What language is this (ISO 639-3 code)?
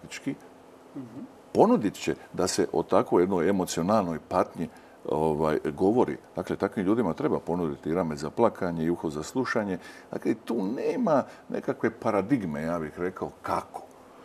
hrv